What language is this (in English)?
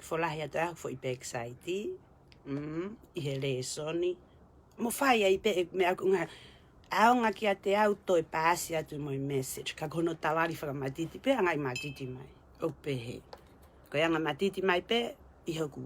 Tongan